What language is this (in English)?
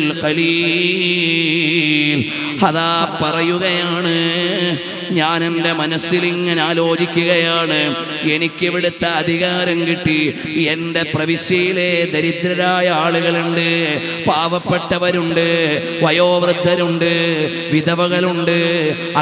Malayalam